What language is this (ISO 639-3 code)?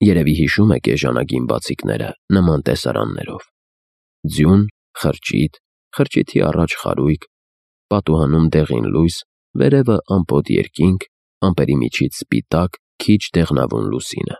hye